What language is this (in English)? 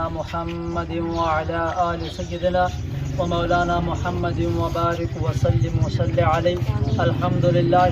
Pahari-Potwari